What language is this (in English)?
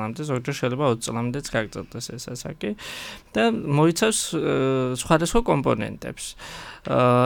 Georgian